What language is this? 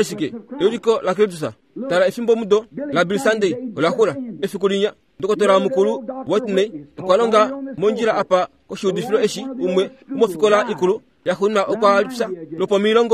Kuanyama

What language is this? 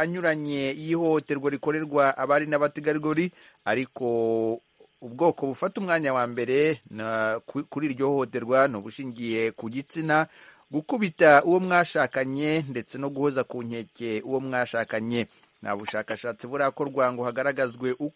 Kinyarwanda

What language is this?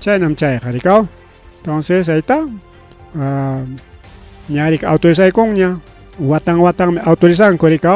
Ayacucho Quechua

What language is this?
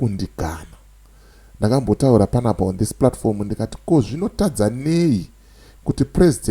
Shona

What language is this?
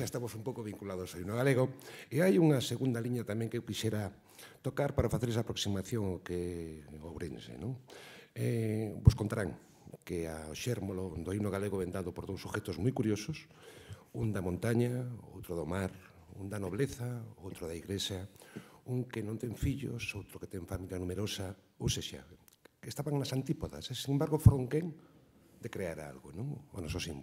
Galician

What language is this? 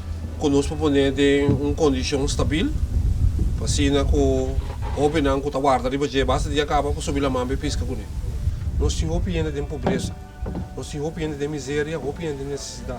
Papiamento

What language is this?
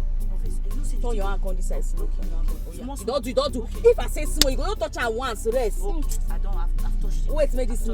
Nigerian Pidgin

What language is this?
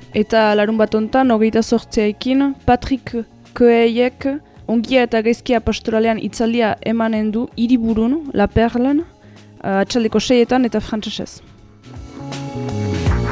Basque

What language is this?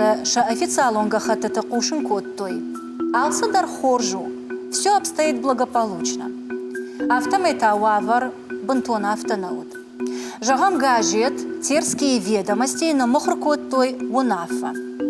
Ossetic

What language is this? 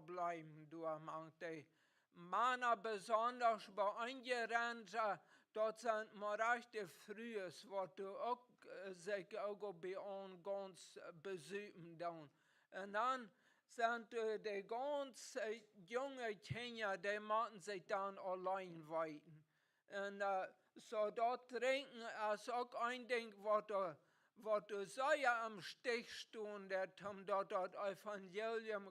Plautdietsch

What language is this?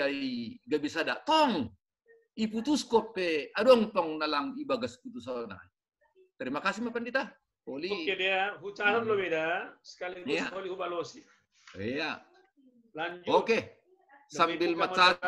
Batak Simalungun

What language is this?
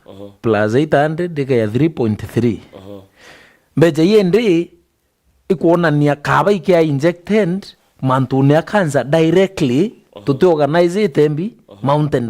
Meru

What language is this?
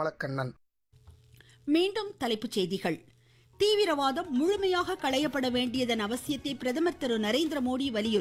Tamil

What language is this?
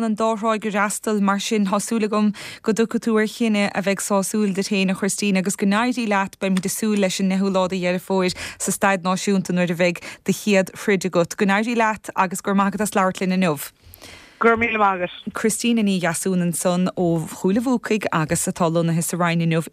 Irish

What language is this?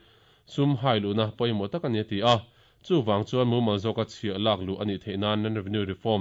Mizo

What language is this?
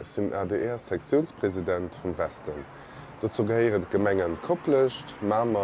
Luxembourgish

